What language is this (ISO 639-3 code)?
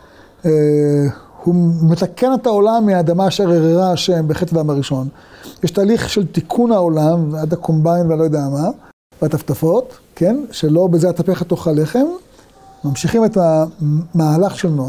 heb